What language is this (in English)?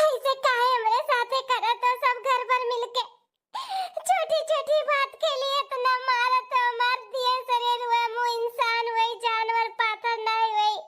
Bhojpuri